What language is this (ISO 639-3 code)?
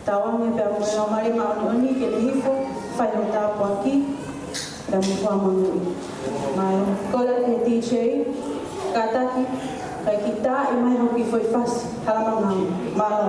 ton